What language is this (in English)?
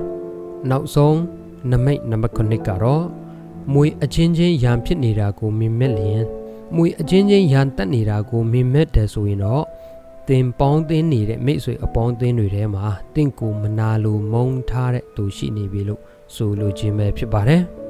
Burmese